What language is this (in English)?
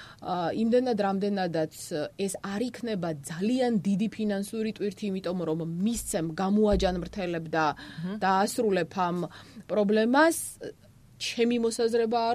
Georgian